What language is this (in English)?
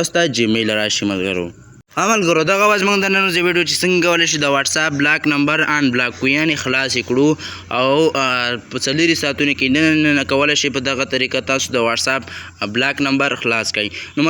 Pashto